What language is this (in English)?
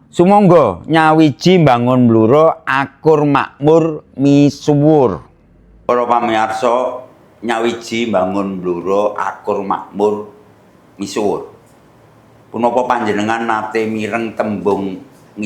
Javanese